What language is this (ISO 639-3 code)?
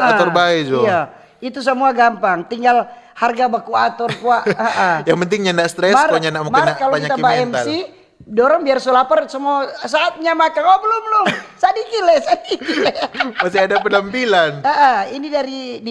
xmm